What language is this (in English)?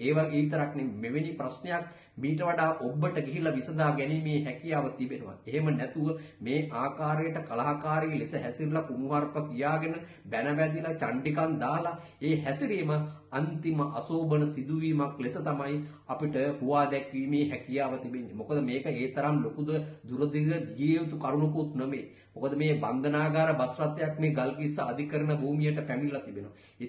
Sinhala